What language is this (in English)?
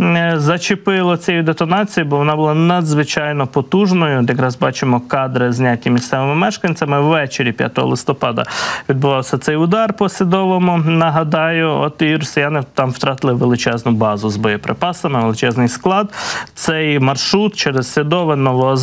Ukrainian